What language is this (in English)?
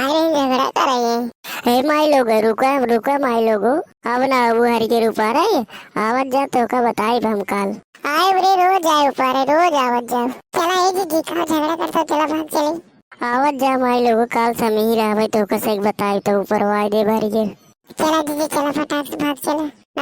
Awadhi